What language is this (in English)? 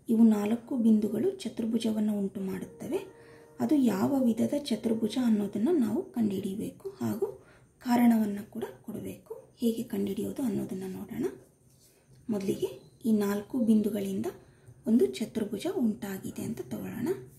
Kannada